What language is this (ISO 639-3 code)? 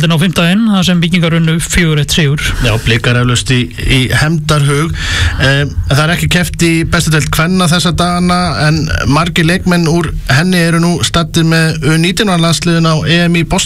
isl